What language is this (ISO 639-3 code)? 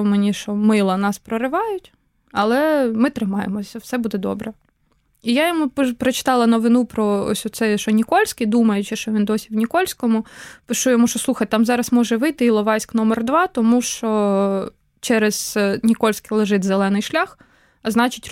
ukr